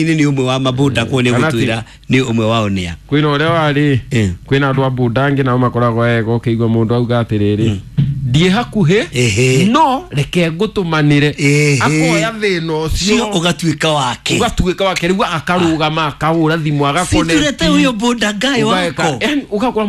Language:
Kikuyu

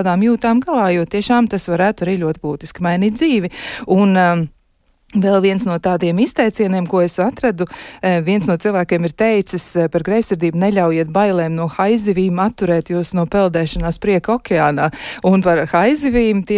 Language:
Latvian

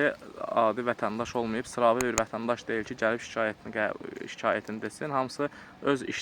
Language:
Azerbaijani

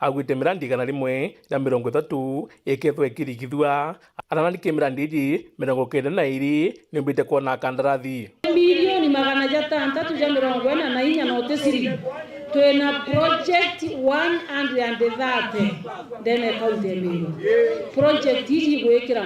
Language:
Meru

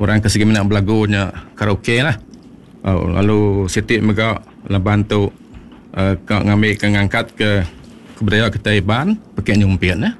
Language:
Iban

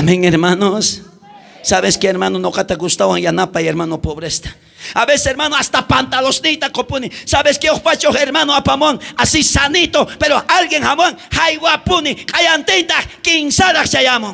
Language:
South Bolivian Quechua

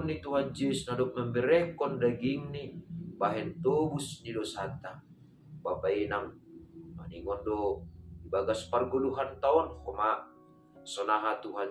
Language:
Batak Simalungun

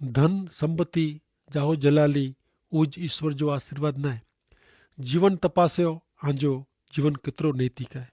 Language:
Kachhi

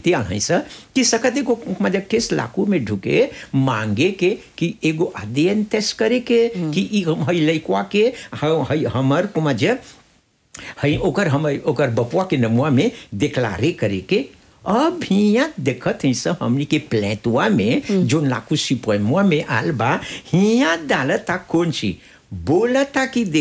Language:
Bhojpuri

